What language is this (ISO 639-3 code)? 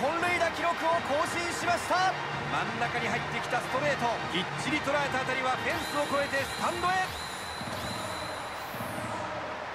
jpn